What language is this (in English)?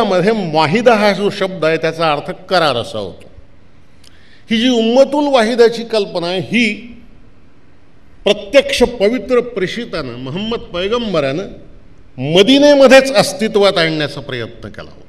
Marathi